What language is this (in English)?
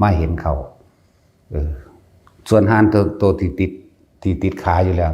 Northeastern Thai